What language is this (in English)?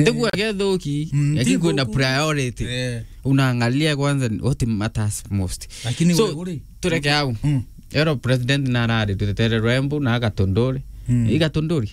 Meru